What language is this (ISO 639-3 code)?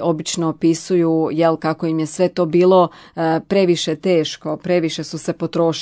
hrv